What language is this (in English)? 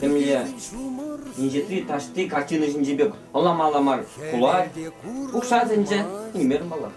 Chuvash